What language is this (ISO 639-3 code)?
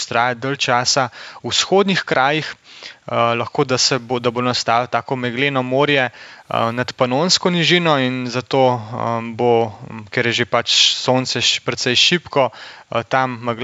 slv